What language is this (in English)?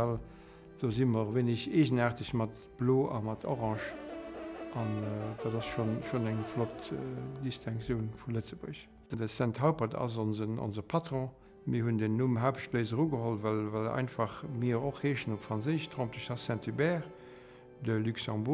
Luxembourgish